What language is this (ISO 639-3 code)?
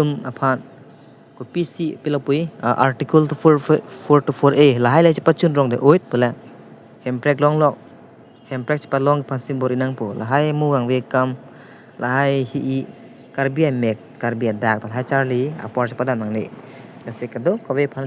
mjw